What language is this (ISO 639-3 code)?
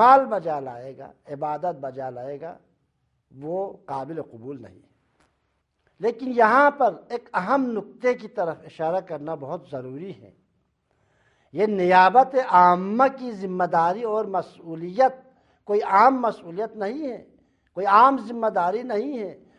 urd